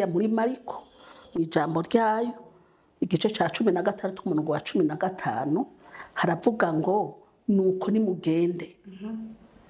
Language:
Rundi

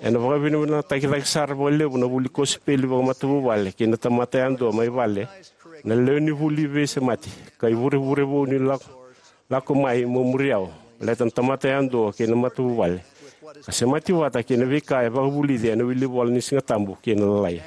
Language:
Fijian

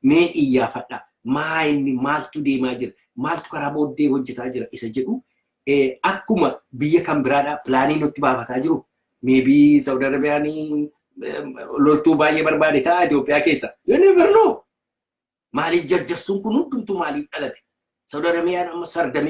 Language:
Oromo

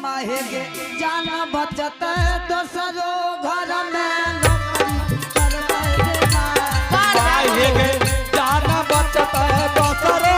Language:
Angika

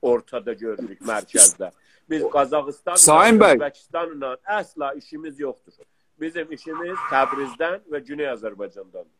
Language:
South Azerbaijani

